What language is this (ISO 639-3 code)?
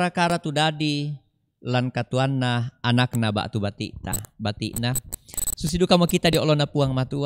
sda